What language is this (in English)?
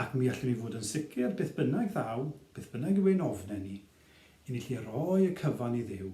Welsh